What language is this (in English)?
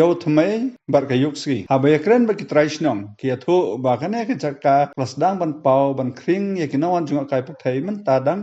Khasi